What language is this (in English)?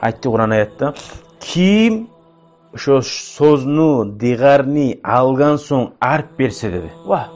Kumyk